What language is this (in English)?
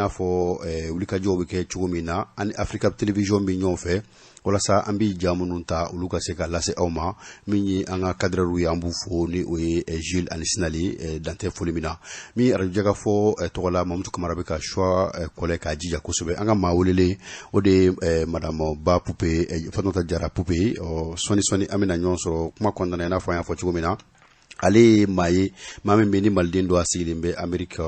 Bambara